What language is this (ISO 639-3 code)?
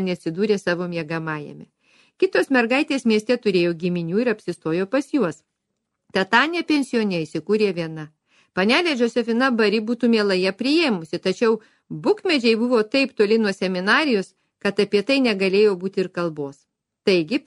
lit